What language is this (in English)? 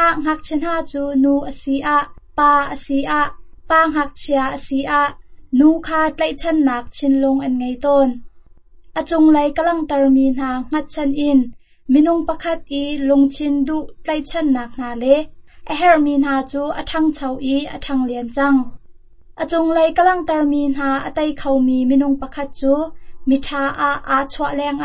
Hakha Chin